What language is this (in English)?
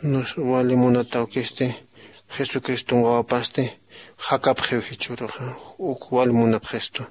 Aymara